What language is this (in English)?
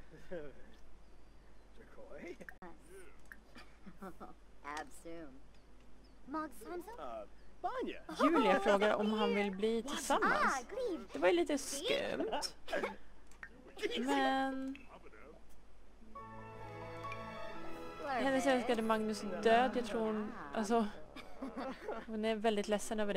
Swedish